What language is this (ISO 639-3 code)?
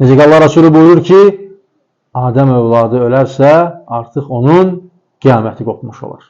aze